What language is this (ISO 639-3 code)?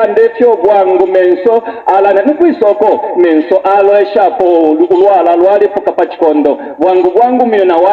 bem